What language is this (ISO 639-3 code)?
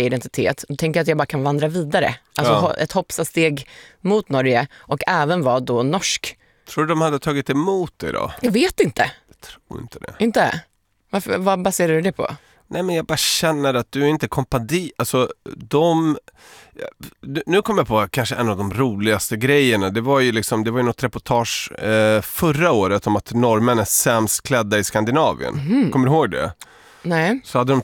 swe